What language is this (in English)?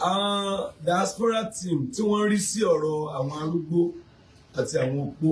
Yoruba